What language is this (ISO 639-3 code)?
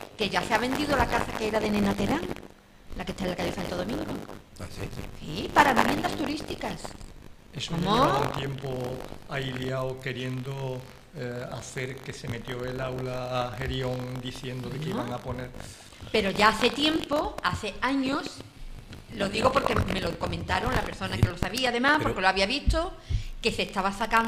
spa